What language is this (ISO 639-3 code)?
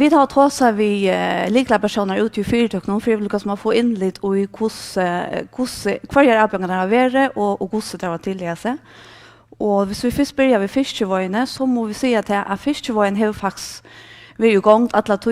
fao